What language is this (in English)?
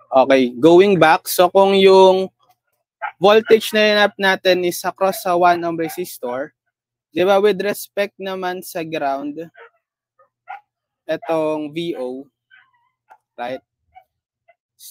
Filipino